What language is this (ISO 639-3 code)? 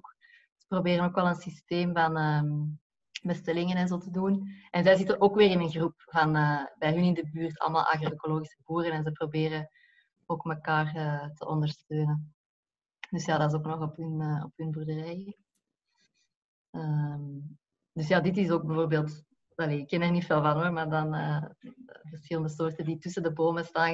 nld